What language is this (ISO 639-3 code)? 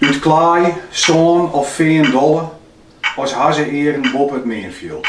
fry